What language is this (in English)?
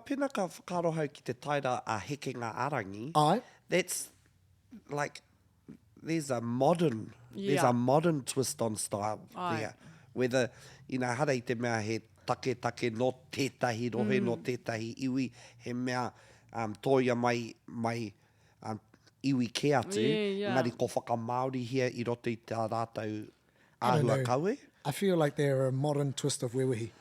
Māori